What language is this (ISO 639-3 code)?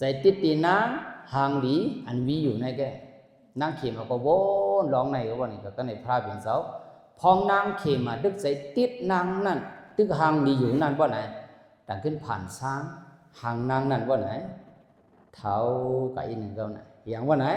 shn